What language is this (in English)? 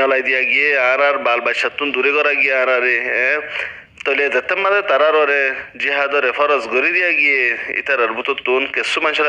Rohingya